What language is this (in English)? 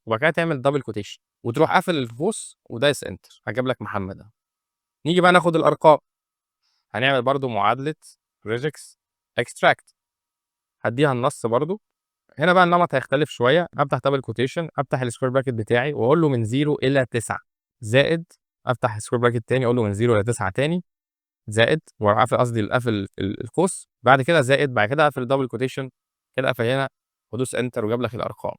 Egyptian Arabic